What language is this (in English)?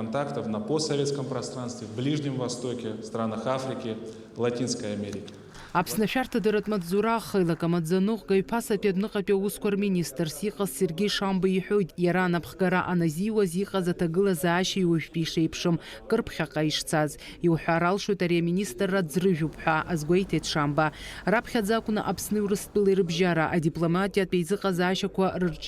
Abkhazian